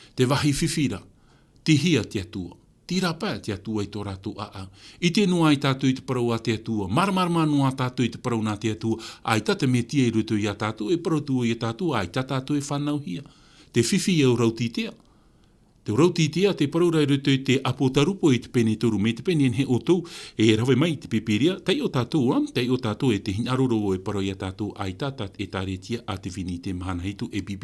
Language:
Tahitian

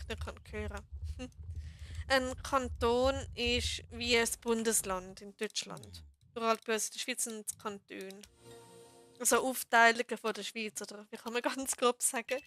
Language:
Swiss German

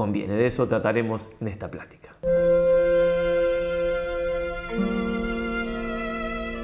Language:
Spanish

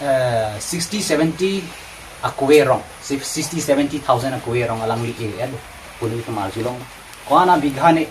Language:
Karbi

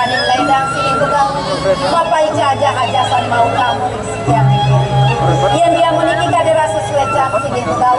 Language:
Balinese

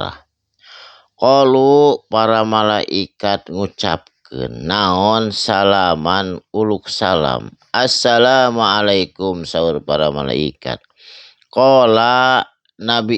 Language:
Sundanese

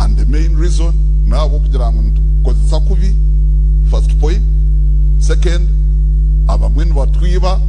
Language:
Nyankole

